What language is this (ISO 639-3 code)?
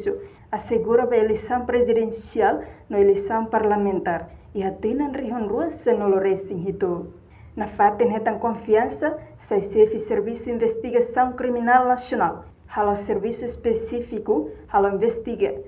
tet